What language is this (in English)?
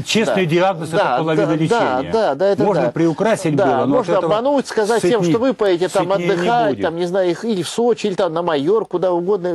Russian